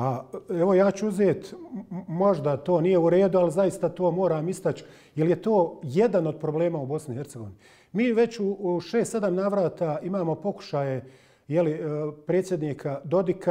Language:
Bosnian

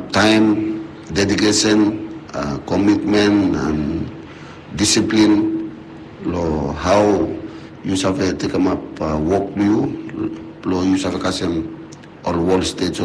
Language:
Bislama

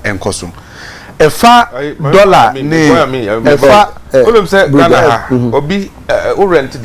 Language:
Akan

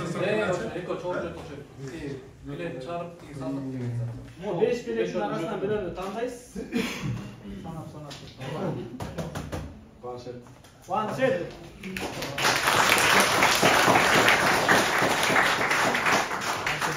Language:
Kyrgyz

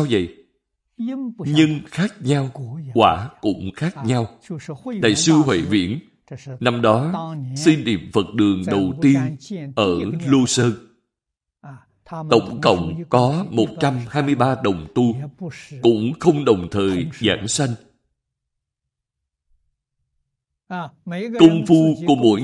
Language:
Vietnamese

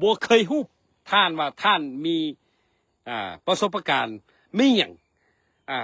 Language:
Lao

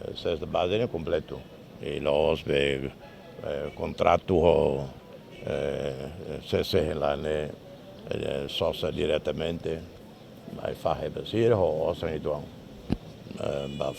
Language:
Tetum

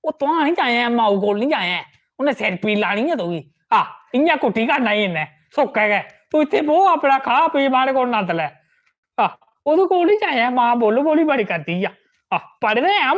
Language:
Dogri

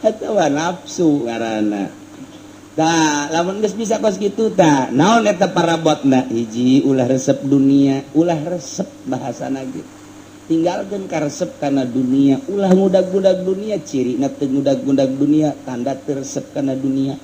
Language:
Sundanese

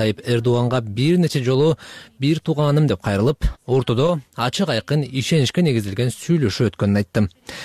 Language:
Kyrgyz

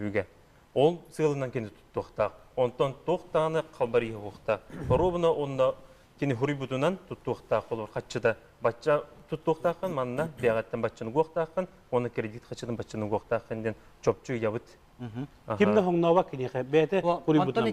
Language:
Yakut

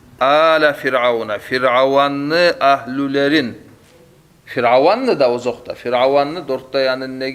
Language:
Kumyk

